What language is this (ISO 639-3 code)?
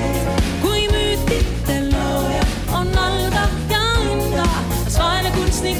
est